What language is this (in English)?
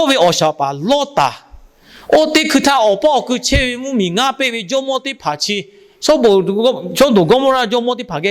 Lahu